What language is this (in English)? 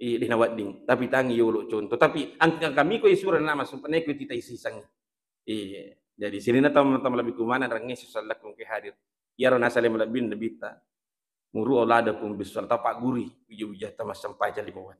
Buginese